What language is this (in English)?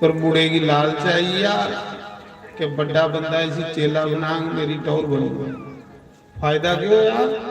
Dogri